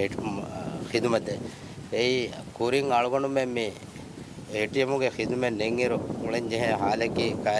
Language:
Divehi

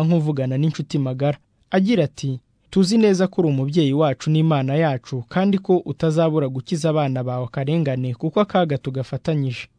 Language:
Kinyarwanda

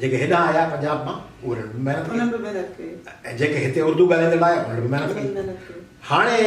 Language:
Sindhi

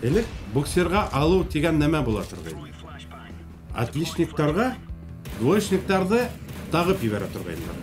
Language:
Bashkir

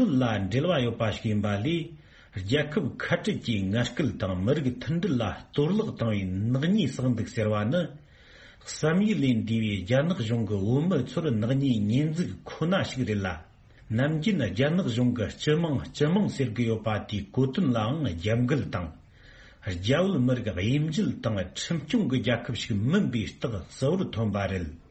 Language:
Tibetan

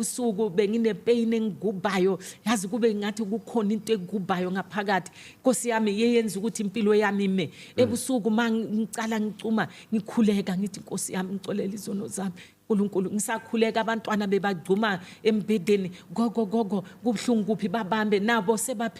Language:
Zulu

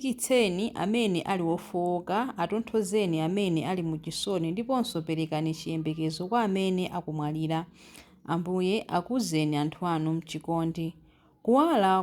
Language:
Nyanja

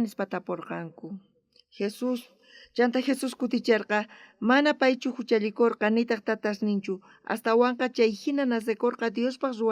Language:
South Bolivian Quechua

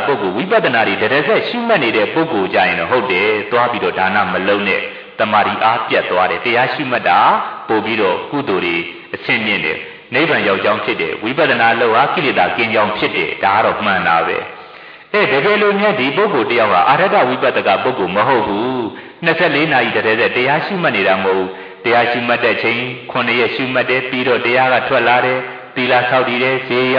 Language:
Burmese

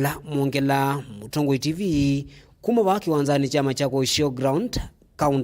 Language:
Kamba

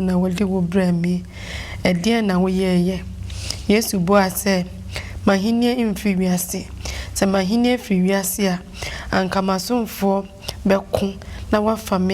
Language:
Akan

